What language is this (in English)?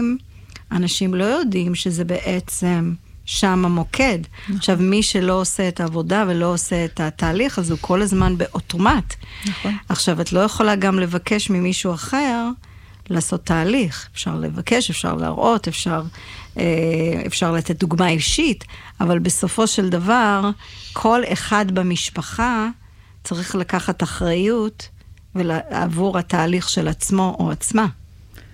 Hebrew